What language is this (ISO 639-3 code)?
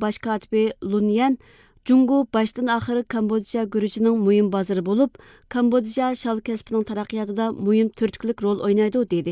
uig